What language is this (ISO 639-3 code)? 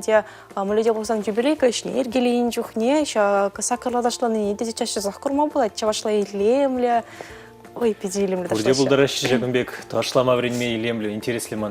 chv